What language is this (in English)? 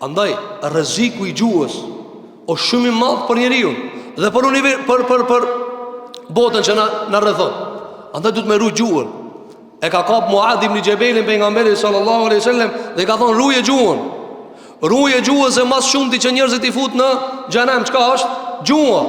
Albanian